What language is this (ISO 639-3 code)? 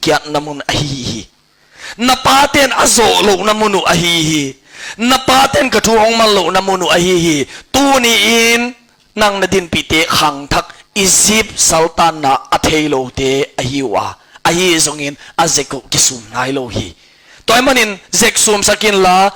ctd